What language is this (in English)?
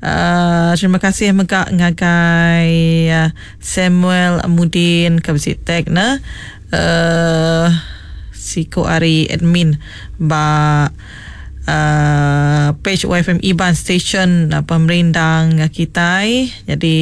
Iban